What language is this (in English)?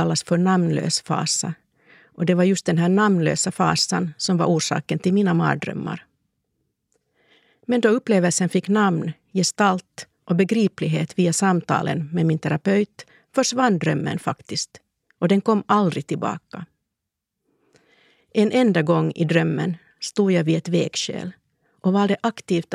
Swedish